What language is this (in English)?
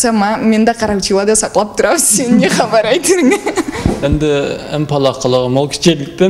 Karachay-Balkar